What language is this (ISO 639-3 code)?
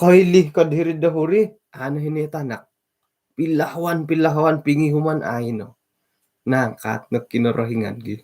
dtp